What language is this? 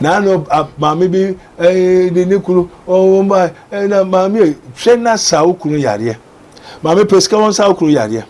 Akan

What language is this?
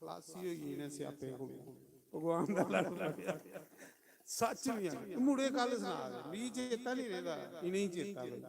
Dogri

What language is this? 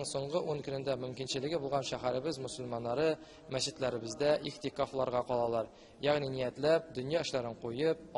Tatar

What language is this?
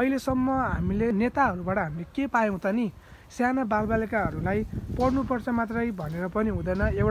Nepali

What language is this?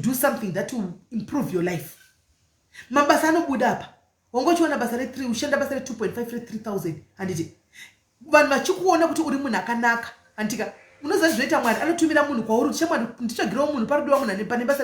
Shona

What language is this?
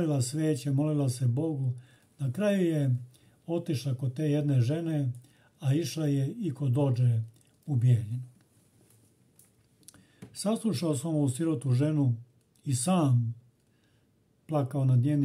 Serbian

